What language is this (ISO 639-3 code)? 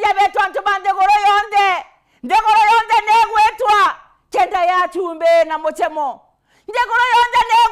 mer